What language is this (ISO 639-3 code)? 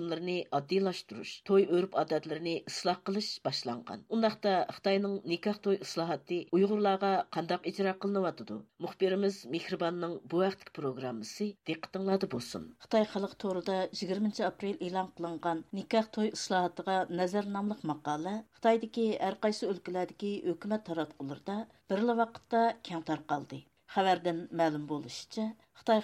uig